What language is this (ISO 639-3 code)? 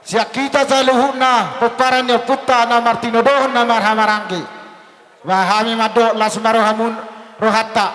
bbc